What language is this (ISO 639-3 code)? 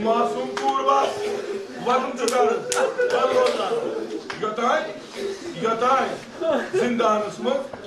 kas